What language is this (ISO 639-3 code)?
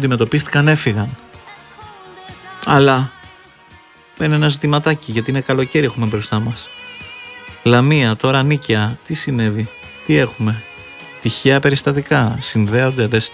ell